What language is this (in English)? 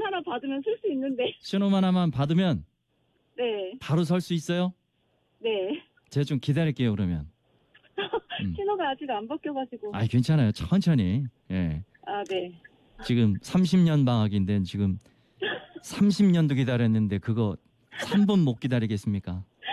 Korean